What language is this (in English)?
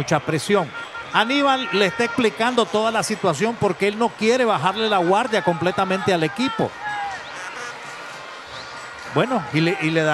Spanish